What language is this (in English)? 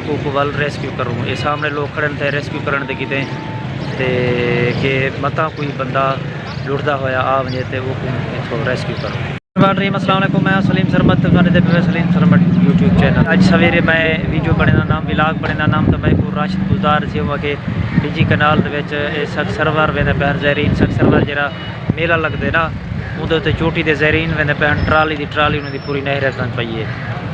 Saraiki